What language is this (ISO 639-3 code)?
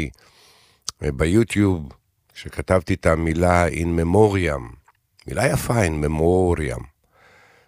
heb